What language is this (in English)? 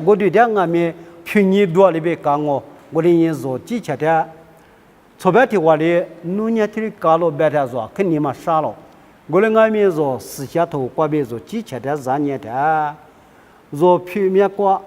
Lisu